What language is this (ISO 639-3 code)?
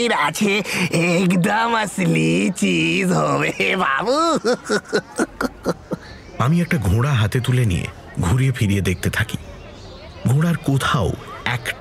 ben